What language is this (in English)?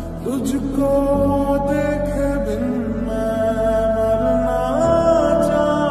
Hindi